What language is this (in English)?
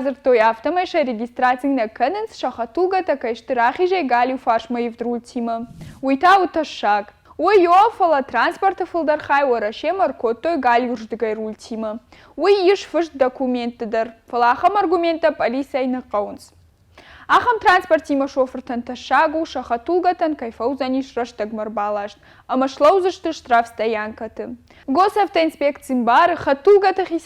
Ossetic